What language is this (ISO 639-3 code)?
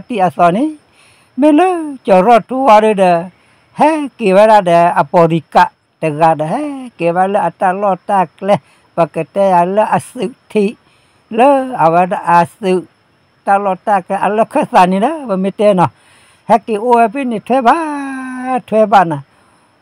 ksw